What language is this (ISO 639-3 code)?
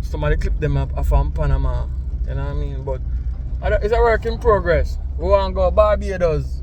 jam